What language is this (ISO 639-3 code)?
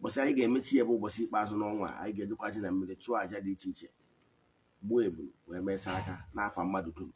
ibo